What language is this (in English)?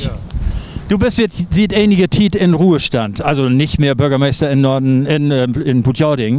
Low German